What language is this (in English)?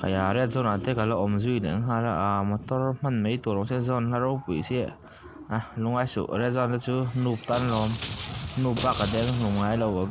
Mizo